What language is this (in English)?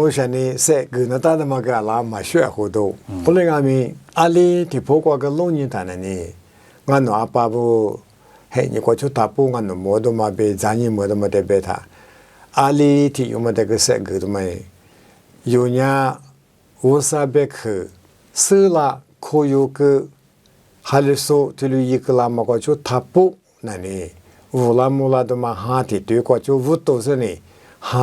Lisu